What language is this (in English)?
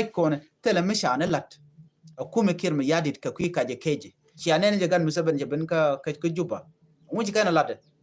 Nuer